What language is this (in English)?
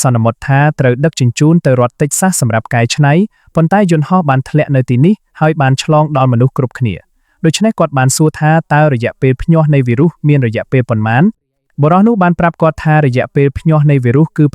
Khmer